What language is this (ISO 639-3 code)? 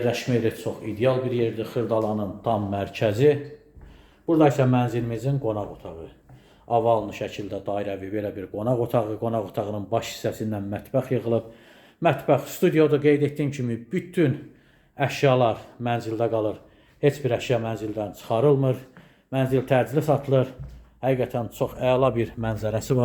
aze